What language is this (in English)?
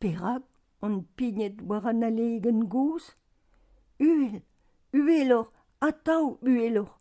Breton